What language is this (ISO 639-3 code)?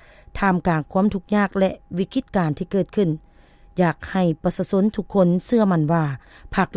lao